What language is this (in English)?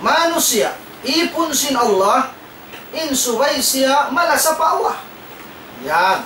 Tausug